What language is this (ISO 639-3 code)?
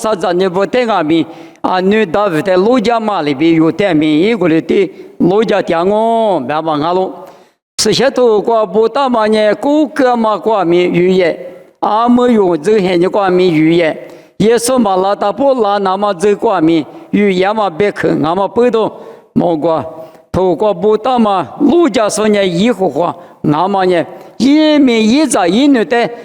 lis